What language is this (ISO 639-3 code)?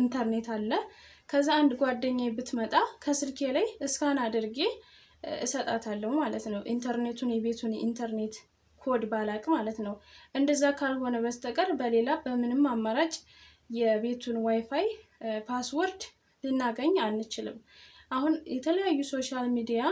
amh